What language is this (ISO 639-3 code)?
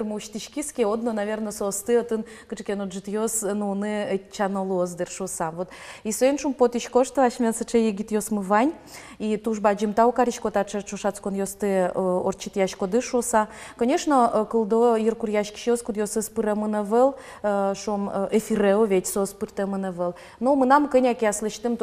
udm